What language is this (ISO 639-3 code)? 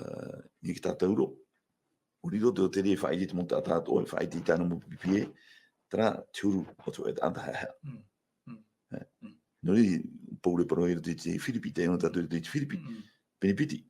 tah